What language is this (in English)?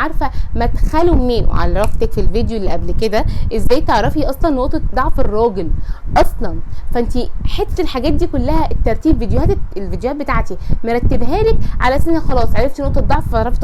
Egyptian Arabic